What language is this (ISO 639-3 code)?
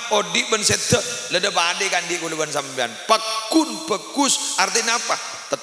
mad